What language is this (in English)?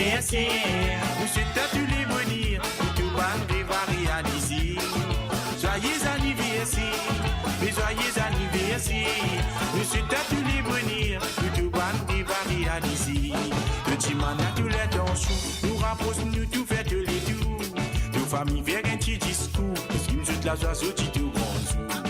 Morisyen